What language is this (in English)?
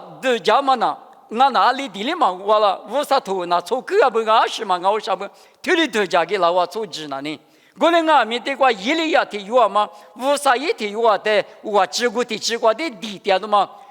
Lisu